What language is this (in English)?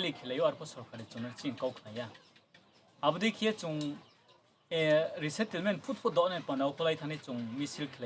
Riang (India)